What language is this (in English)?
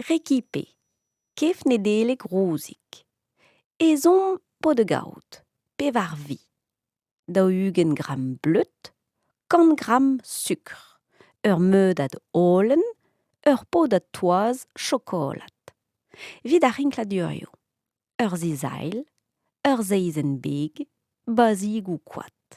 Breton